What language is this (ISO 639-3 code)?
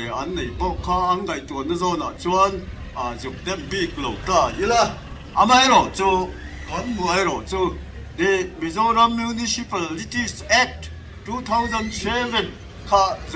lus